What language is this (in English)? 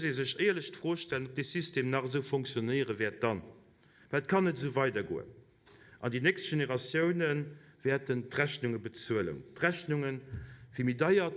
Luxembourgish